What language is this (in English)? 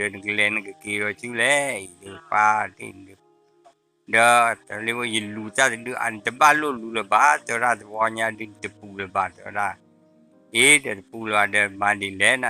S'gaw Karen